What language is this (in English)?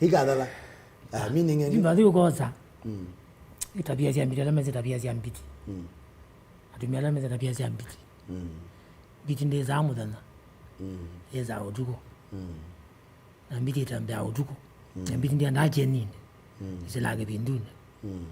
Kamba